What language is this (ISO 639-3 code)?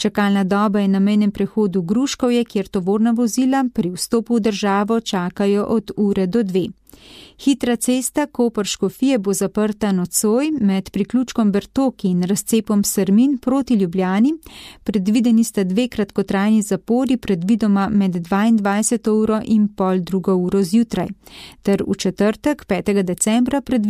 slv